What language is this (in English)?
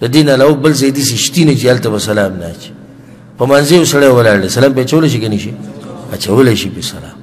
Pashto